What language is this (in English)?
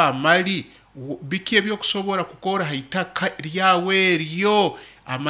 Nyoro